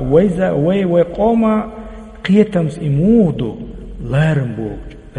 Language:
Chechen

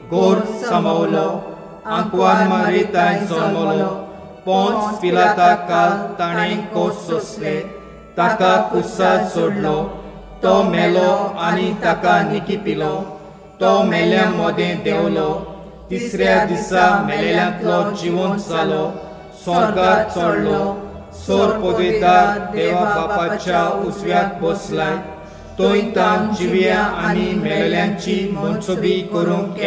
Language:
Konkani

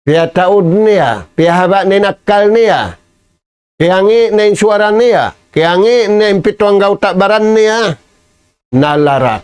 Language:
Tausug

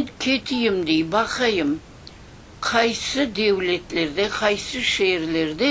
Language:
Crimean Tatar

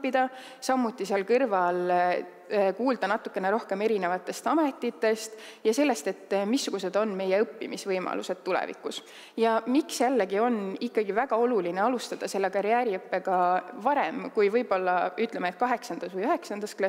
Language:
Estonian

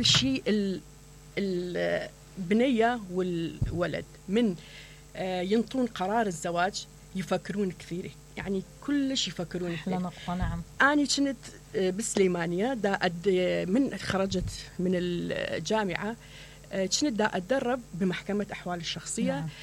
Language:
Mesopotamian Arabic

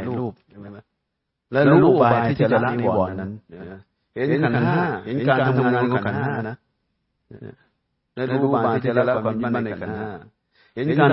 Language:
Thai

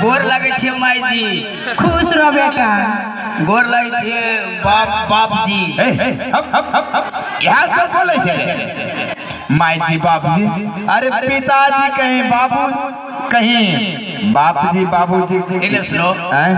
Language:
Maithili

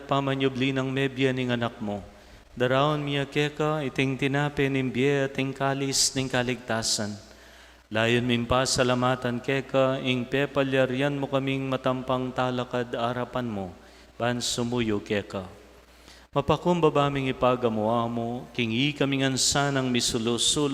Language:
Pampanga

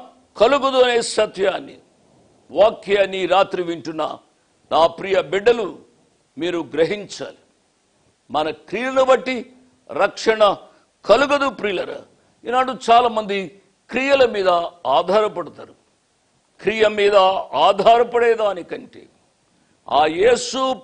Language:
Telugu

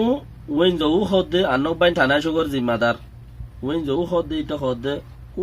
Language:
Rohingya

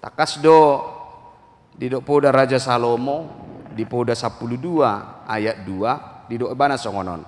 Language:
Batak Toba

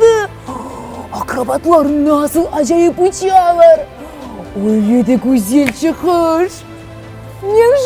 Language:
Crimean Tatar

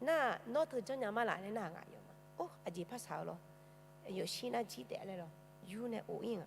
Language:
Akha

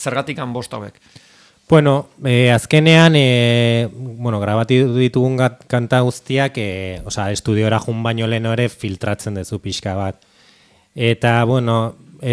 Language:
Basque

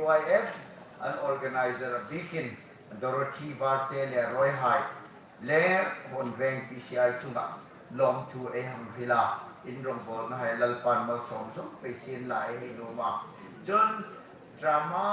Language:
Hmar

